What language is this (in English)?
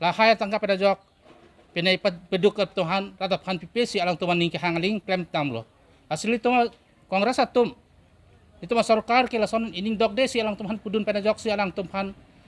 Karbi